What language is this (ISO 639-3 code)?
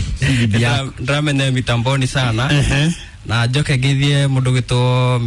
kik